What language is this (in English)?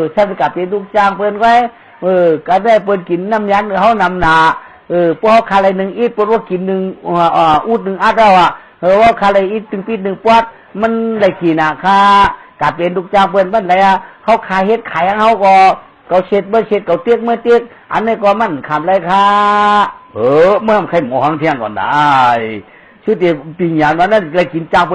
Shan